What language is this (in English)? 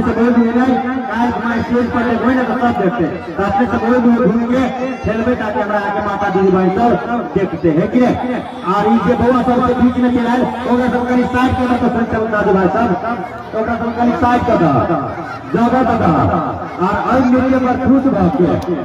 Maithili